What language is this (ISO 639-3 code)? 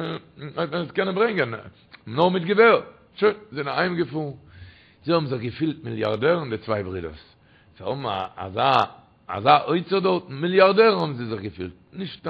yid